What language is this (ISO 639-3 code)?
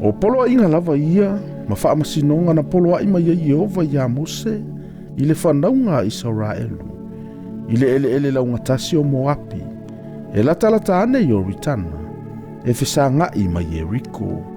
smo